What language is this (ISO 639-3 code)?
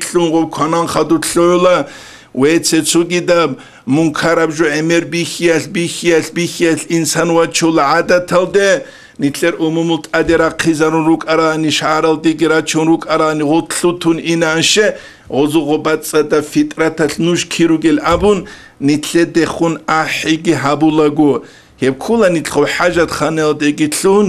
ava